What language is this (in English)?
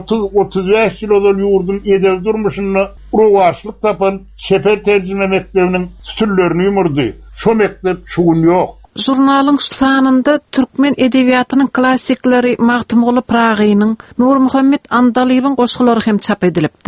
Turkmen